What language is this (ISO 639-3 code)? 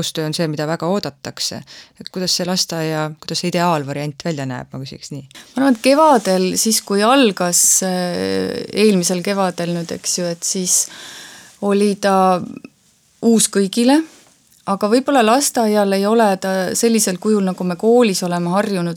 est